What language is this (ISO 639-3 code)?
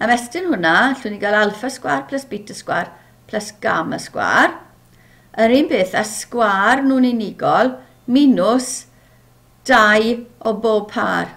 cym